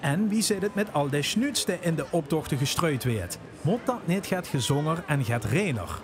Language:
Limburgish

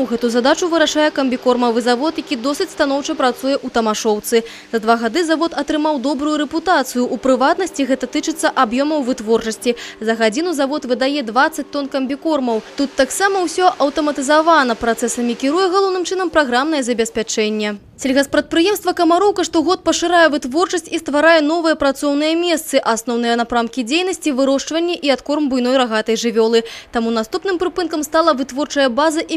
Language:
Belarusian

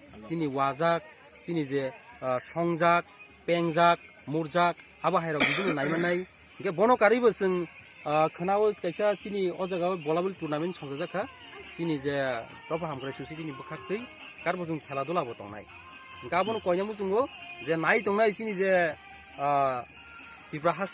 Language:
Kok Borok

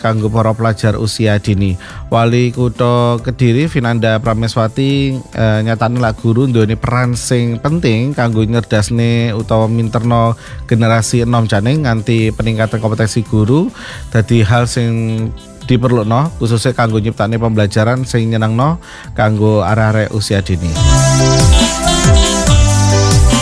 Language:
Javanese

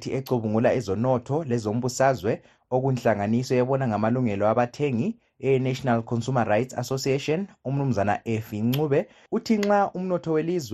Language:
North Ndebele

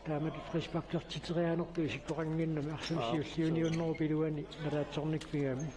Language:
Kalaallisut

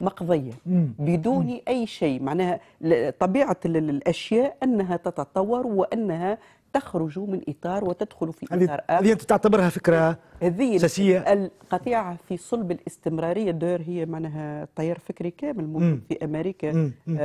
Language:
Tunisian Arabic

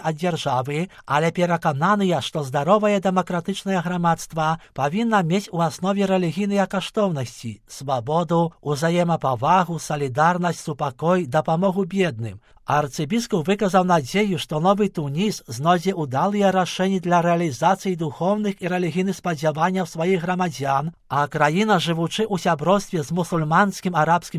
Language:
Belarusian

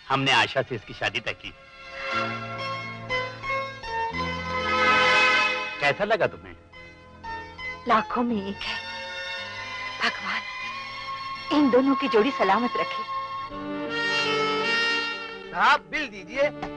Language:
Hindi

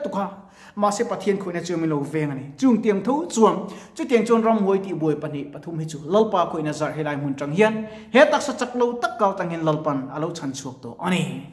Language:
Mizo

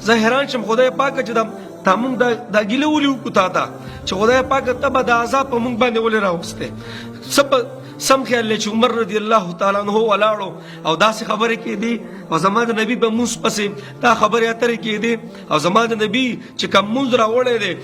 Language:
Pashto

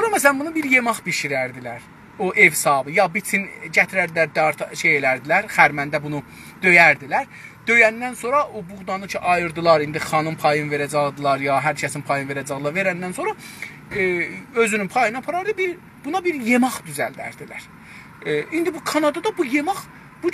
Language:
South Azerbaijani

